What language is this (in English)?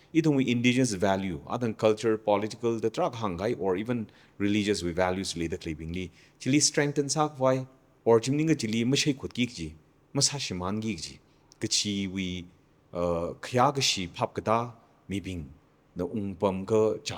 Tangkhul Naga (India)